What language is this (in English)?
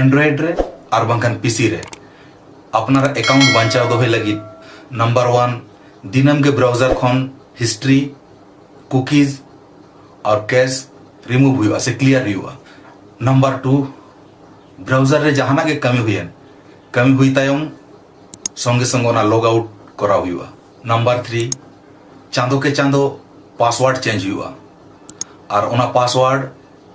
Santali